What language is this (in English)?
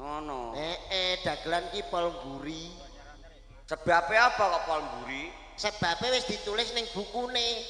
Javanese